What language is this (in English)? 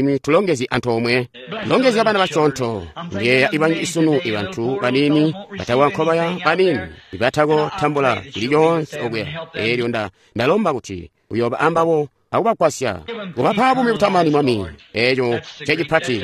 Tonga (Zambia)